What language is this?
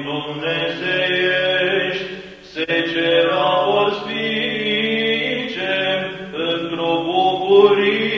Romanian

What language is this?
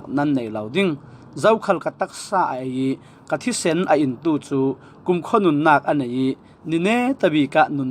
Falam Chin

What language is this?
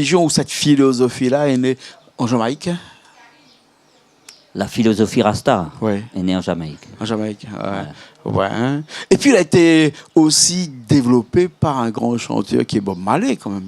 Réunion Creole French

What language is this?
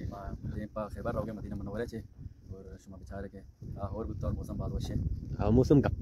Baluchi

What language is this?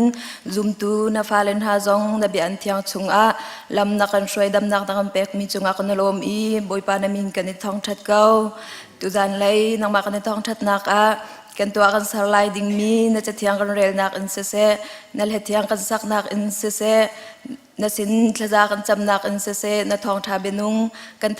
Hakha Chin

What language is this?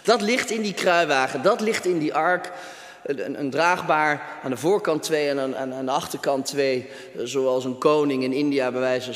Dutch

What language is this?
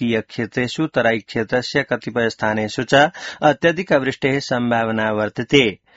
Sanskrit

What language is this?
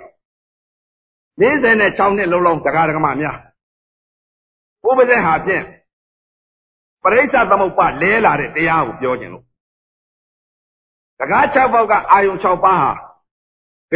Burmese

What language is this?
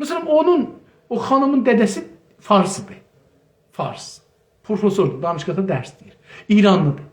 South Azerbaijani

